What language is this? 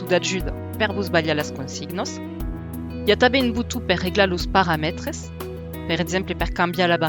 Occitan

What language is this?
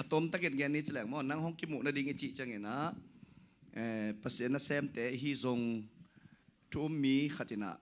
Tedim Chin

